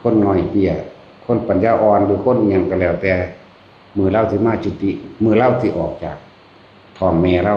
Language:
Northeastern Thai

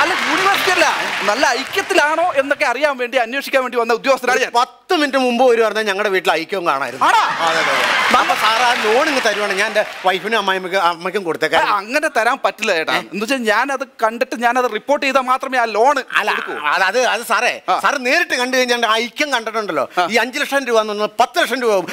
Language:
Malayalam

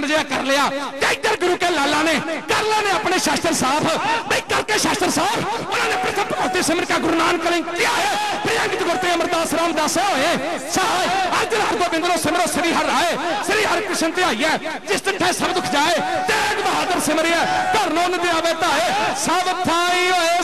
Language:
Punjabi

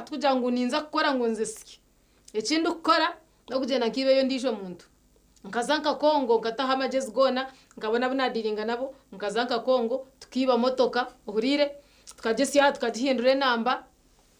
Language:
Nyankole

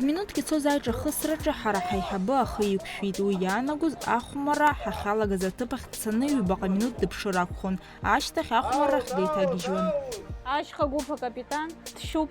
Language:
Abkhazian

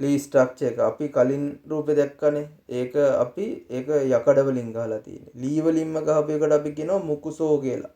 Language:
Sinhala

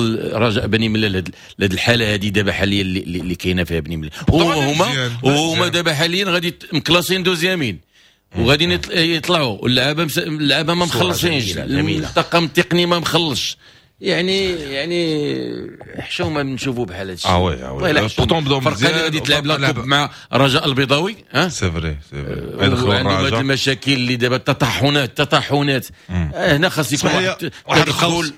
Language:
Moroccan Arabic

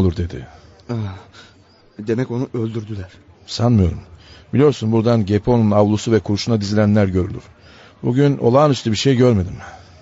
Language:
Turkish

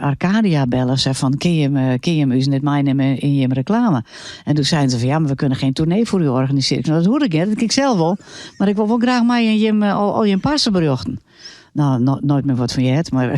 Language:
Western Frisian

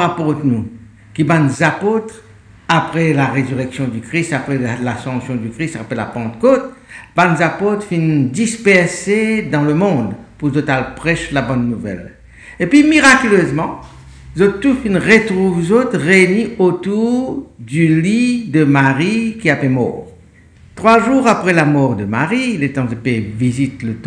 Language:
Morisyen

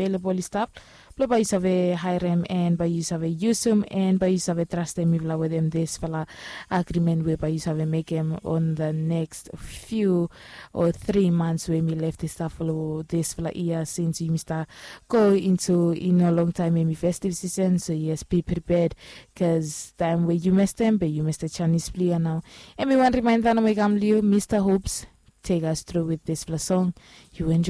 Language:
Bislama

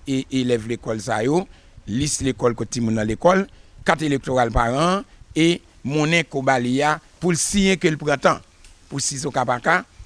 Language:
Haitian Creole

